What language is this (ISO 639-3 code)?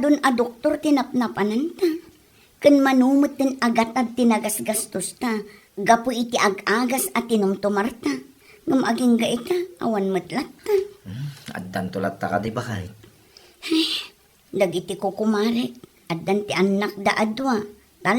ilo